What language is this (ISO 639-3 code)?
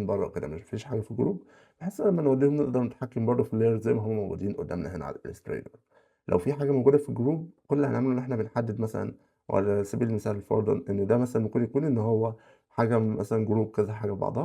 arz